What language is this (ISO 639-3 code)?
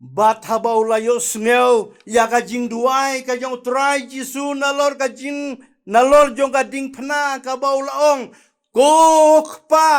kha